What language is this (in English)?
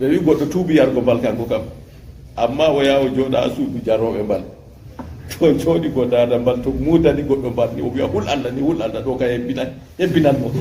Fula